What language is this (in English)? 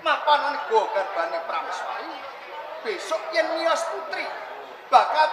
Javanese